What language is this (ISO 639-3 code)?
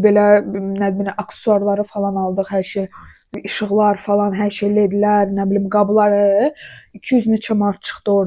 aze